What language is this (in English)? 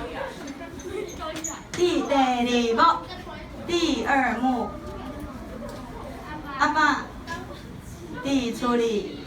Min Nan Chinese